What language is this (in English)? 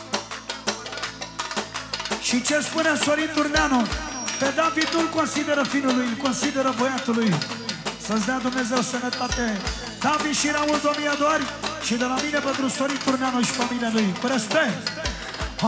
Romanian